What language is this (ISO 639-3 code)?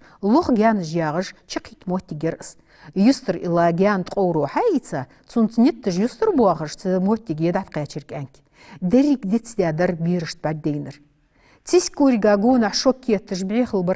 inh